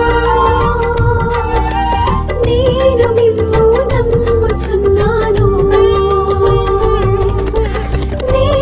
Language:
Telugu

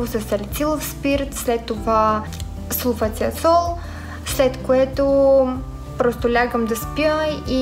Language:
Bulgarian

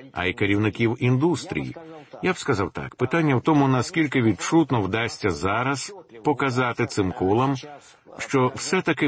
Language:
Ukrainian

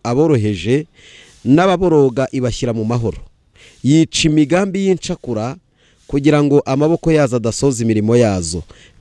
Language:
Kinyarwanda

